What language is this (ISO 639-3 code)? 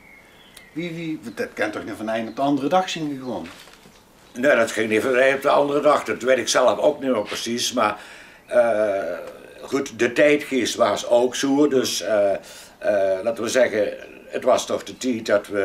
lim